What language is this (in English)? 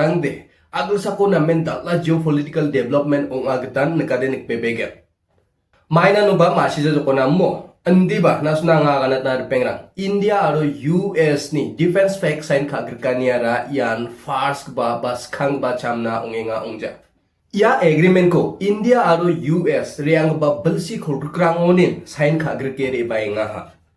Garo